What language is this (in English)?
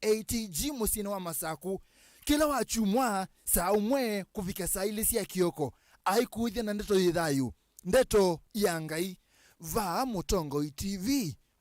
Kamba